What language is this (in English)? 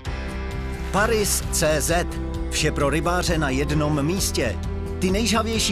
Czech